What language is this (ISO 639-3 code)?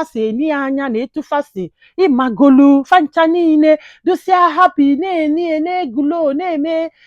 ibo